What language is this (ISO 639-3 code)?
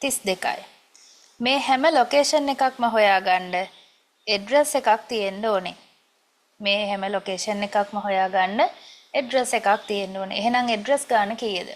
sin